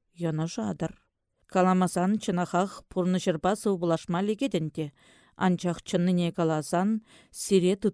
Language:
Chuvash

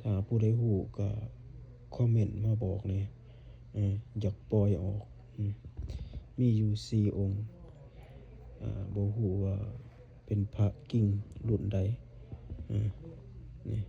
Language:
Lao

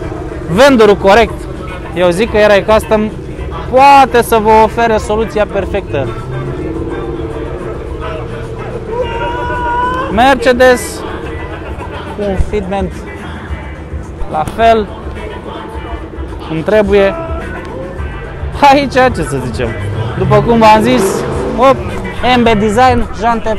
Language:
Romanian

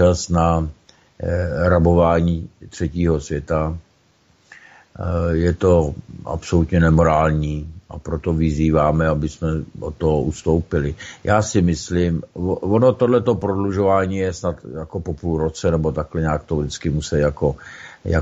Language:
Czech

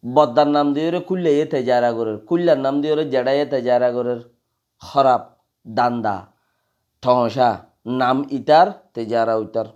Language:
Rohingya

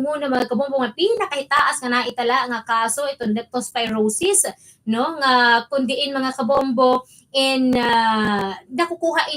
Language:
Waray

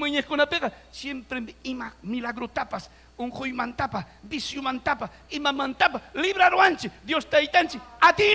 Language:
Ayacucho Quechua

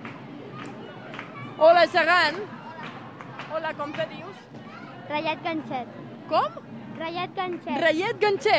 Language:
Catalan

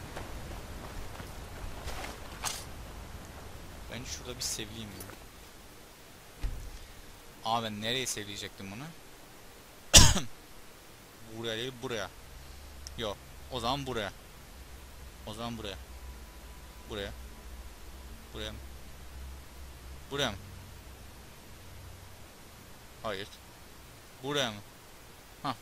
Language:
Turkish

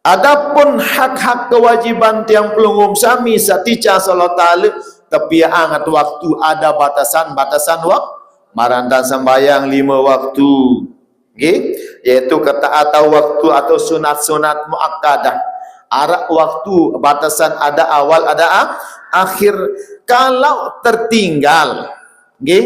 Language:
Sasak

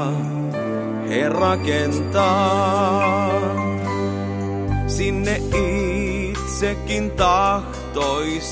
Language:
Finnish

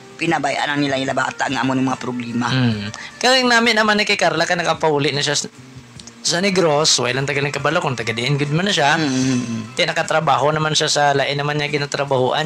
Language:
Hiligaynon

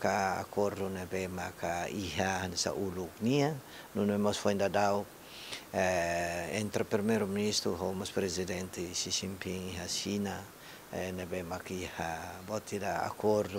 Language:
Tetum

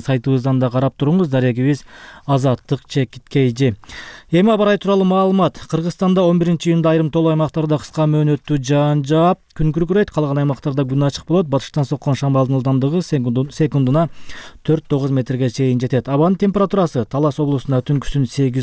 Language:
Kyrgyz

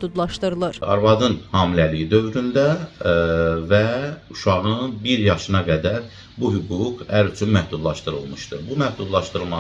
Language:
Azerbaijani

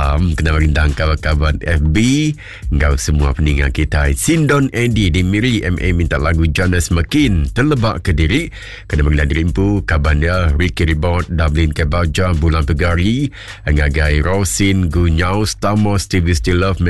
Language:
Iban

